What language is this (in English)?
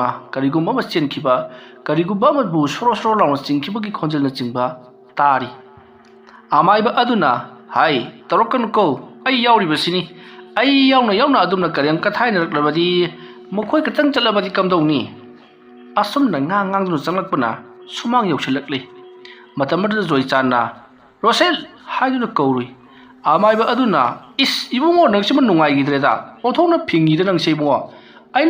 Manipuri